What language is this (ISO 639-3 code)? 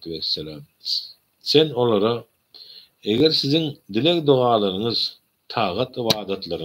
tuk